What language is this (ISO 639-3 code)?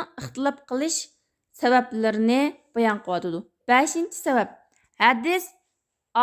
uig